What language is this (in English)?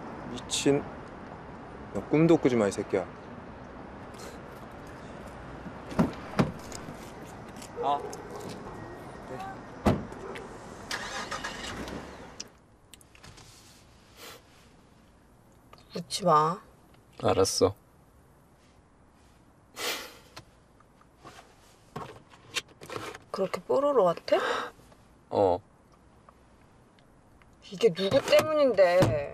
Korean